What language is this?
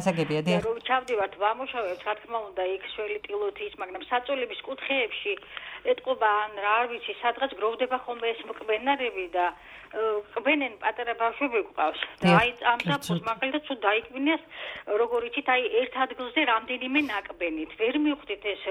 Georgian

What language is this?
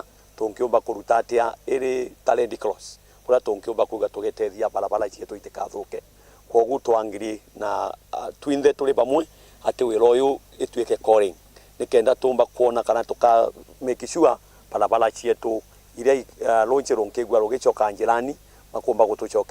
Meru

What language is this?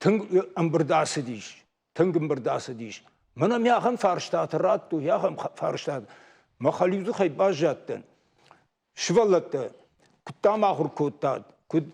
Ossetic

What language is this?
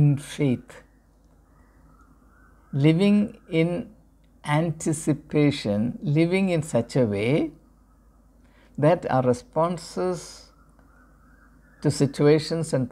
Malayalam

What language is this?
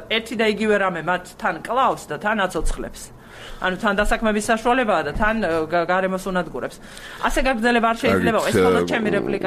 Georgian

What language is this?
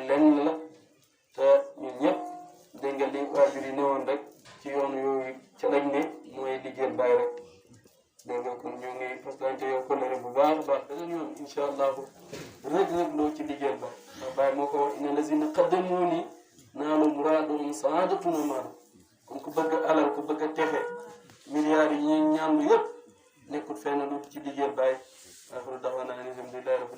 Wolof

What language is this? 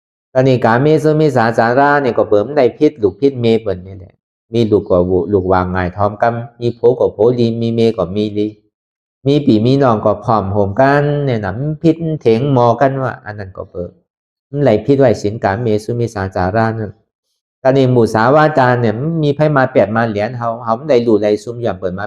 Shan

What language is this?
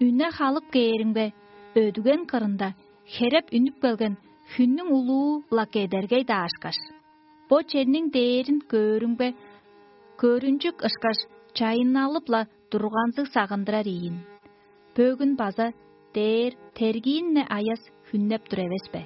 Tuvinian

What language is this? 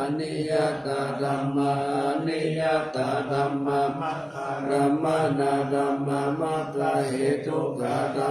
Pali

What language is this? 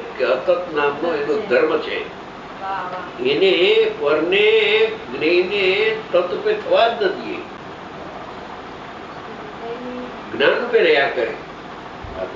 Gujarati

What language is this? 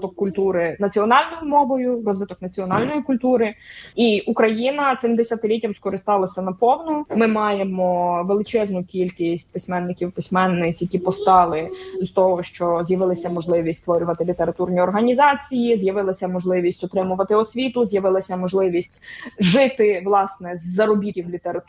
Ukrainian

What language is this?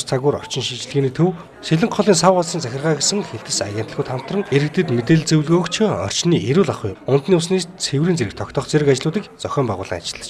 Mongolian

